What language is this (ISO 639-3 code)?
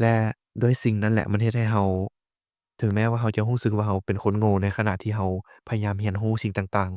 lao